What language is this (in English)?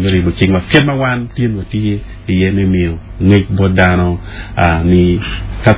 Acoli